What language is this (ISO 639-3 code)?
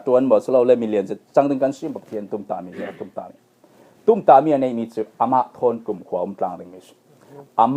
cfm